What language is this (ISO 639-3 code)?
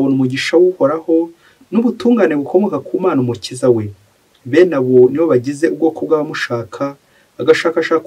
kin